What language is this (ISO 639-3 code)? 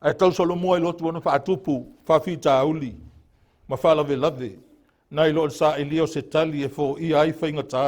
smo